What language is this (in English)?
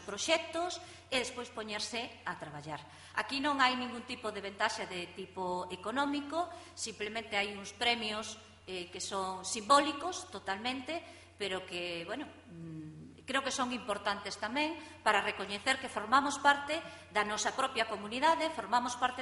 Galician